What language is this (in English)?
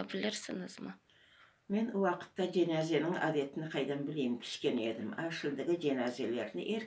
Crimean Tatar